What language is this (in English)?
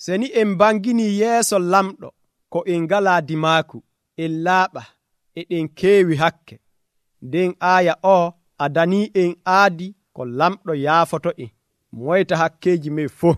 Nigerian Fulfulde